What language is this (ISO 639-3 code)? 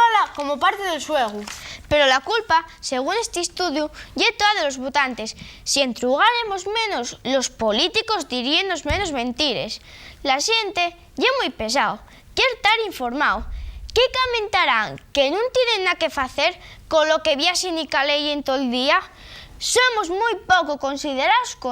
ast